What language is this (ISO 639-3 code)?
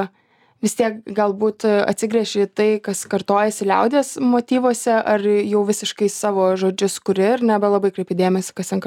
lit